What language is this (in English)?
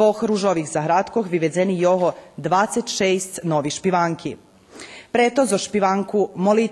Rusyn